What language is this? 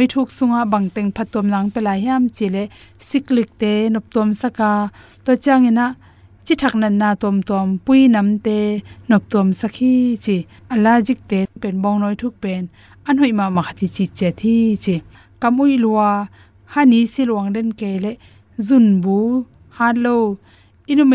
Tedim Chin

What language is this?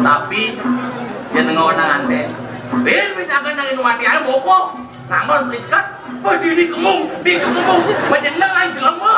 Balinese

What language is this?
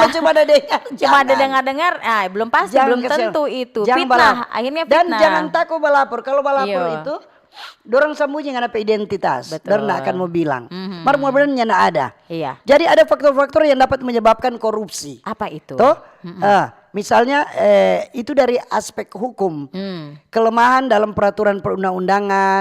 Manado Malay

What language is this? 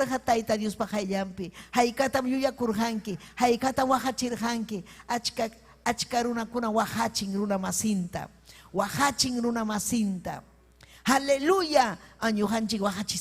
Ayacucho Quechua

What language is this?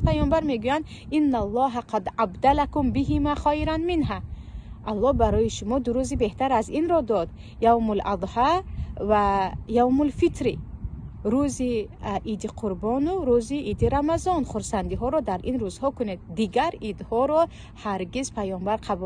Tajik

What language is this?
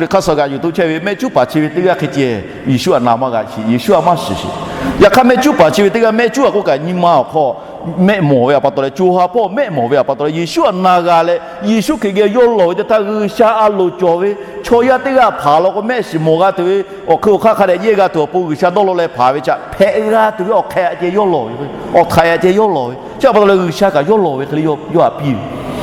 Lahu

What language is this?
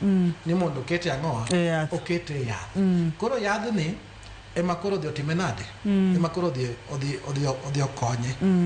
Luo (Kenya and Tanzania)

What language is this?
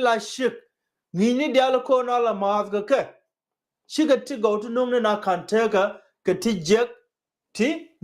Nuer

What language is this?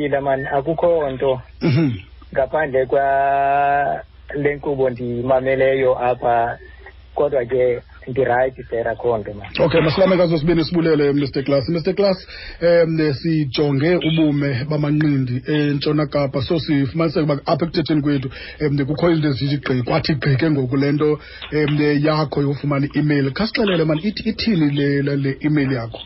Xhosa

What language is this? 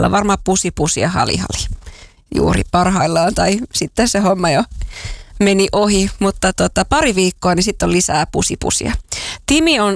Finnish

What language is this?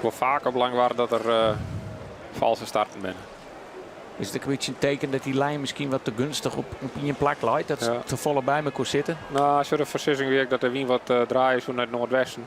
Western Frisian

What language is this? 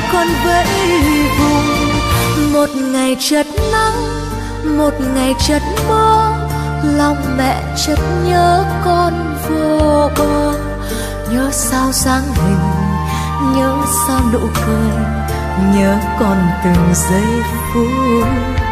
Vietnamese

